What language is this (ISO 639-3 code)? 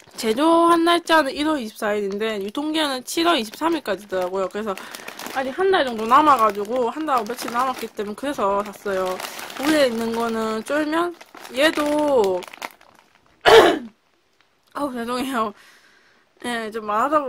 kor